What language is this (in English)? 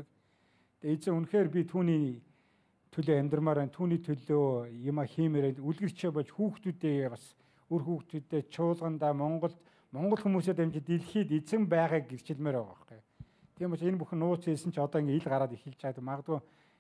Mongolian